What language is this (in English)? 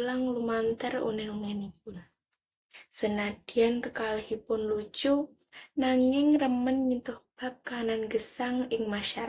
Javanese